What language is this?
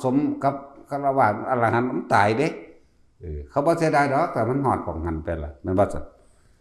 Northeastern Thai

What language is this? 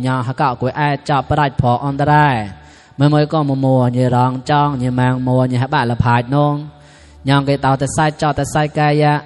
Mon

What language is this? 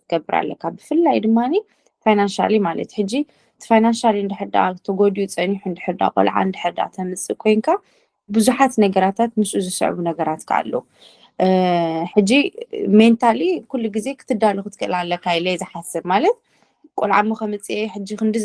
Tigrinya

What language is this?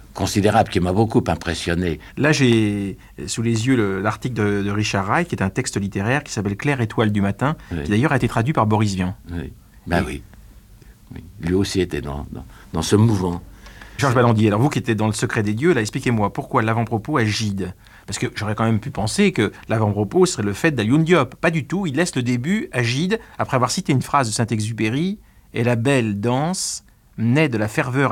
French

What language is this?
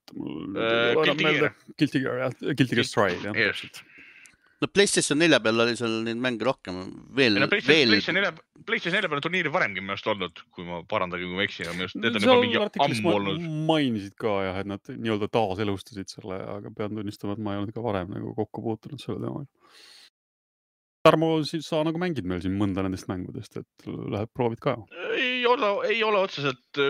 Estonian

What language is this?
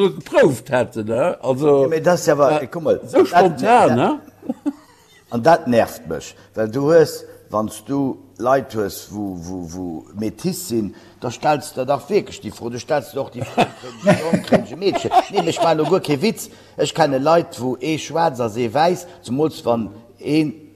Luxembourgish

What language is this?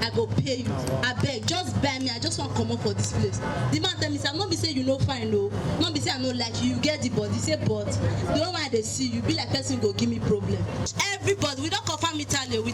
Nigerian Pidgin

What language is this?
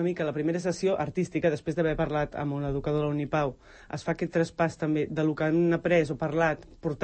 Catalan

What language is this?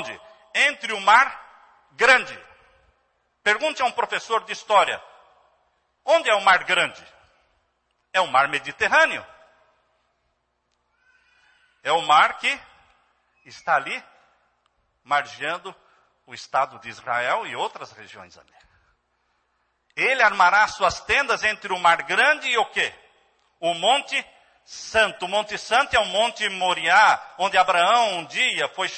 Portuguese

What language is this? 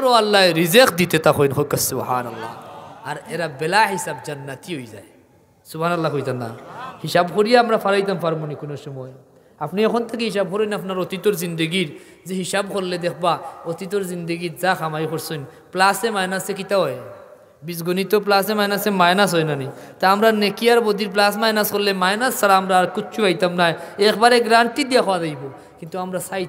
Sylheti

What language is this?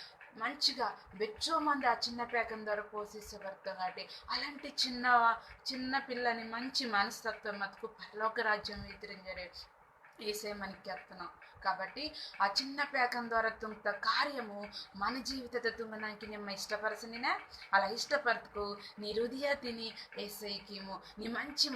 Koya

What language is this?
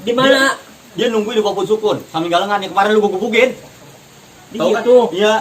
Betawi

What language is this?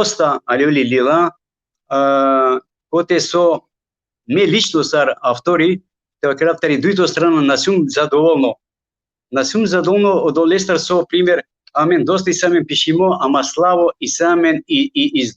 Balkan Romani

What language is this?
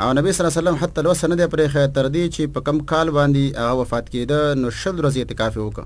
Pashto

